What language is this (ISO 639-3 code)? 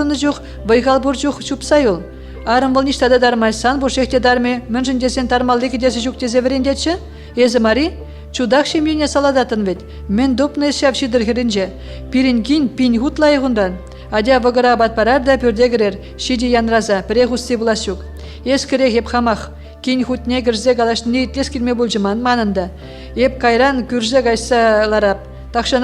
chv